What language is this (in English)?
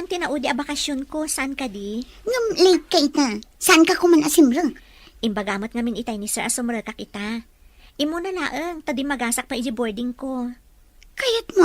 Iloko